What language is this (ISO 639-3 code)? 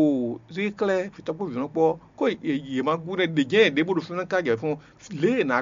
fon